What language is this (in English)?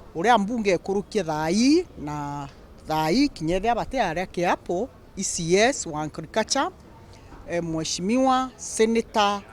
Meru